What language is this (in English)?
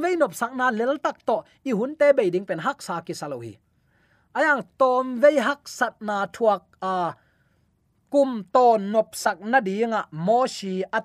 Tedim Chin